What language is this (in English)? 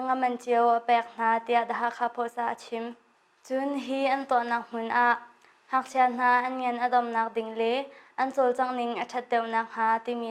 Hakha Chin